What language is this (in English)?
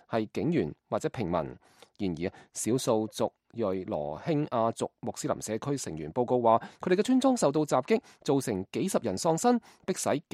Cantonese